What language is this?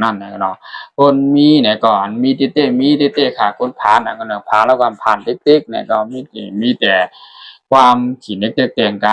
Shan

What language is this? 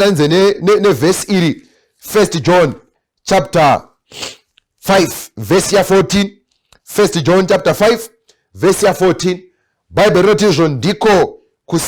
Shona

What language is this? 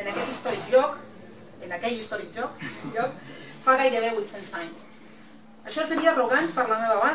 Catalan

